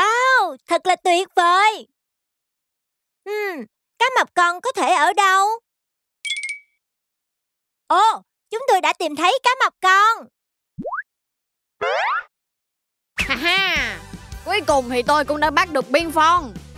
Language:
Vietnamese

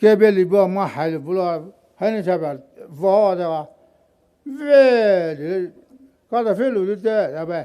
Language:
Poumei Naga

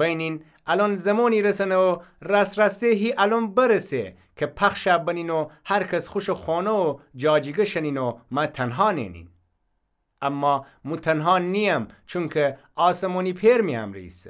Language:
Gilaki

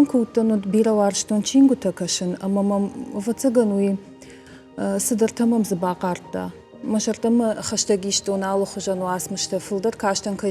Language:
Ossetic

